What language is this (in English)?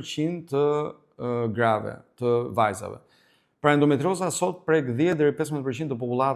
Albanian